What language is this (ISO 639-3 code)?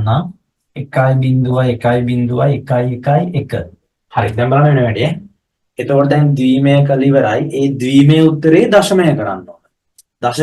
sin